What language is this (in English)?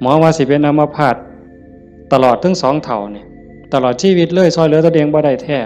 Northeastern Thai